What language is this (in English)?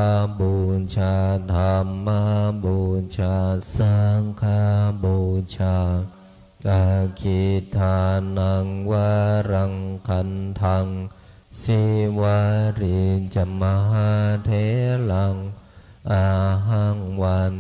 Pali